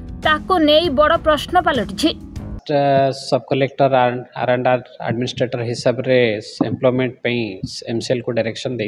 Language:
Odia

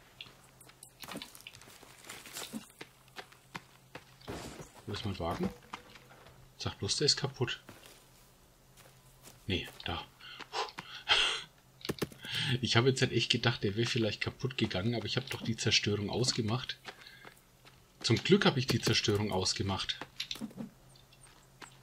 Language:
German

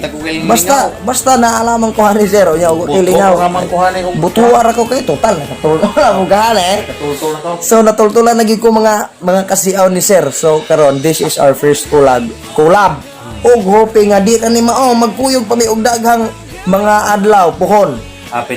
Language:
Cebuano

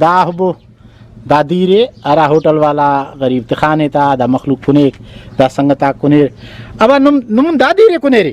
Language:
Brahui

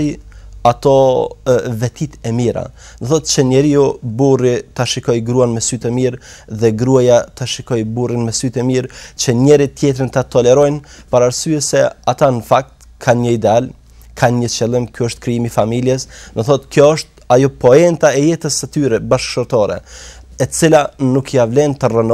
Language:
Albanian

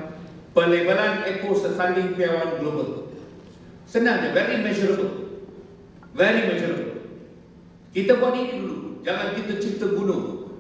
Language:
Malay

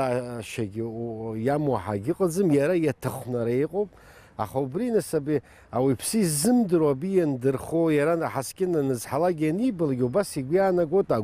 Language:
Abkhazian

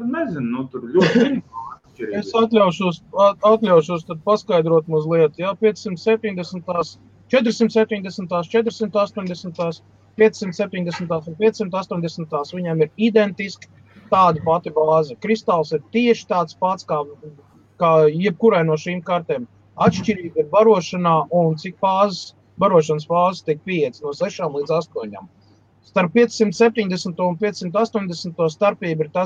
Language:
Latvian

